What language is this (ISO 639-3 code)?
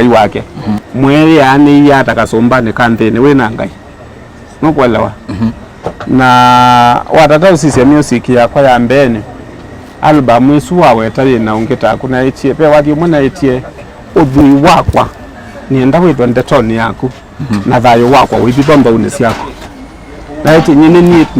kam